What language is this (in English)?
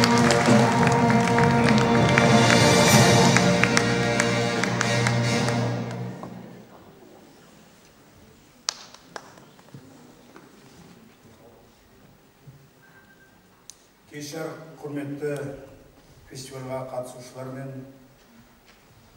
Kazakh